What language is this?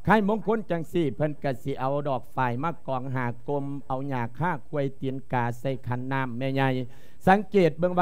Lao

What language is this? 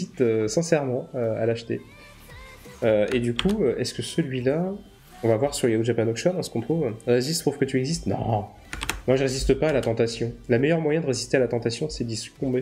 French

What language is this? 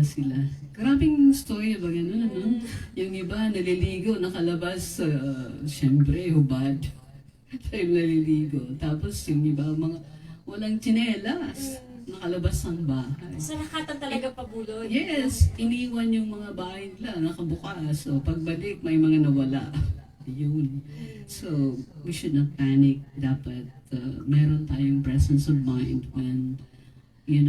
Bikol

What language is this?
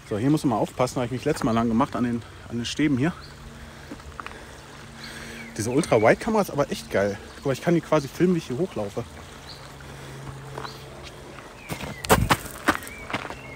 German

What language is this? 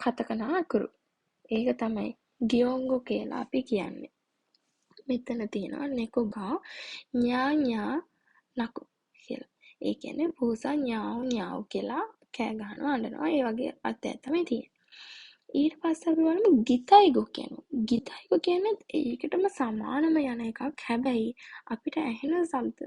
Sinhala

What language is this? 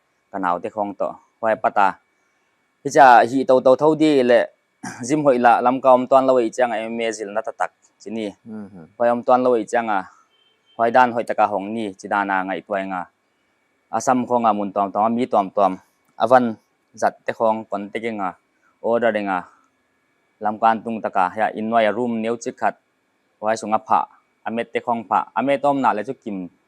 Paite Chin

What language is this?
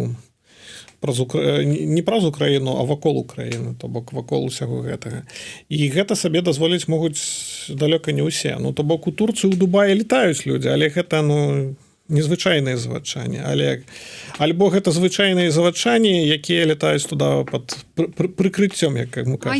Belarusian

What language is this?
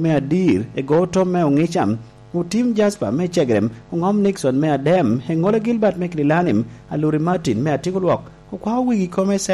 Lango (Uganda)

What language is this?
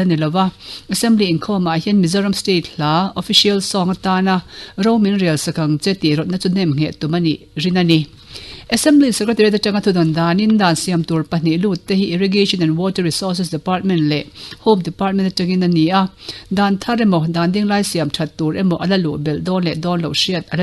Mizo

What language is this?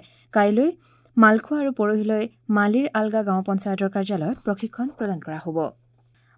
Assamese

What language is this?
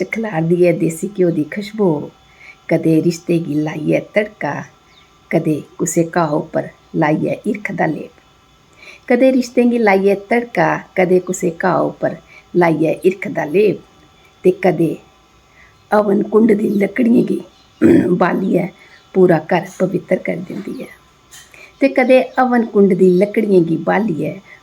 Dogri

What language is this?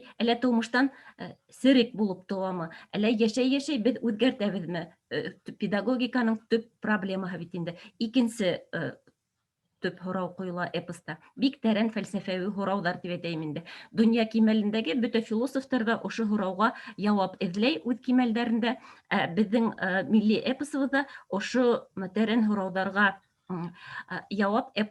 Bashkir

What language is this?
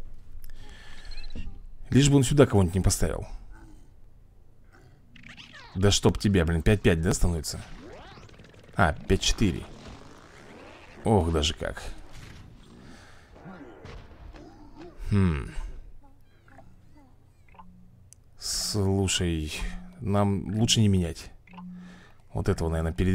Russian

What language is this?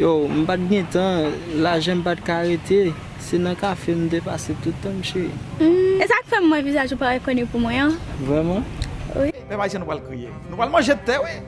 Haitian Creole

